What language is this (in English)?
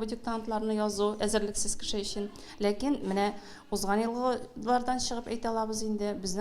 Tatar